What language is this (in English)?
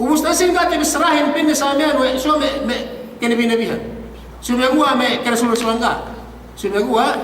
Yakan